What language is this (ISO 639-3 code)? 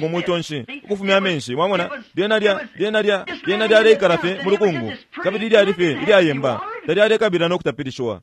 bem